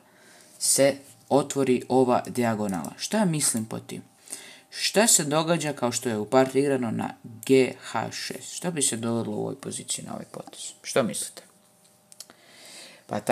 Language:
Croatian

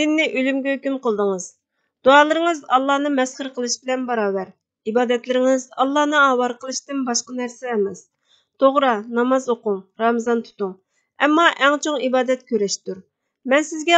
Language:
Uyghur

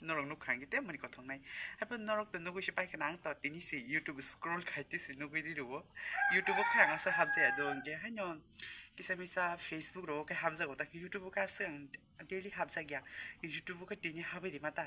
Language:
Kok Borok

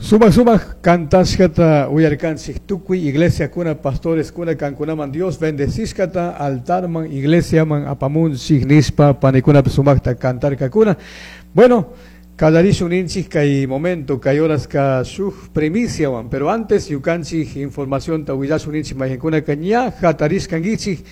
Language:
Chimborazo Highland Quichua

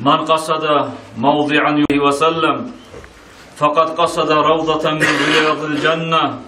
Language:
Kumyk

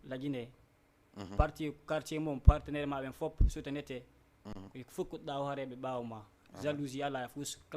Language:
Fula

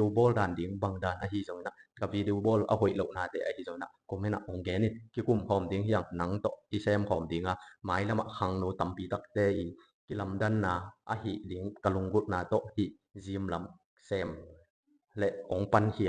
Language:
Tedim Chin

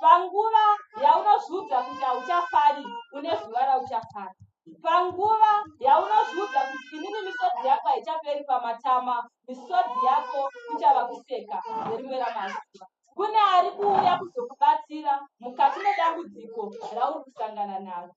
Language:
Shona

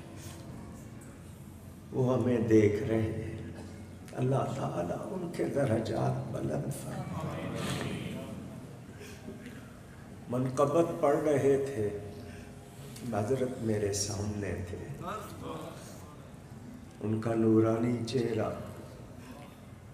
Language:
Urdu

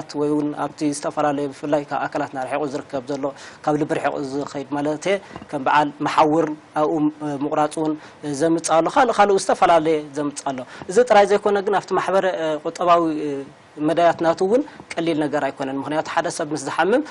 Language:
Tigrinya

